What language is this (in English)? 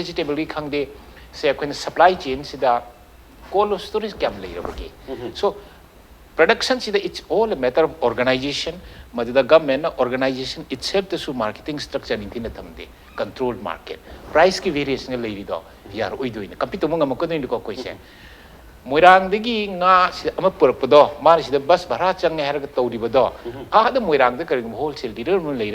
Manipuri